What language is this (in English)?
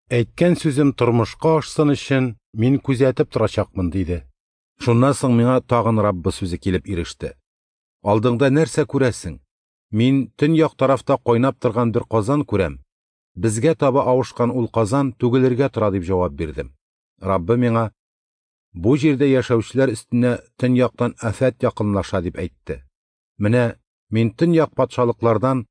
Tatar